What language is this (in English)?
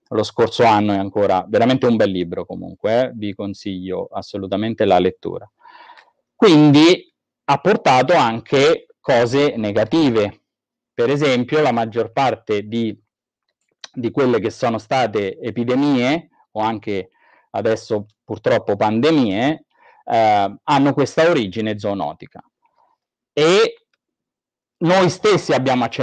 Italian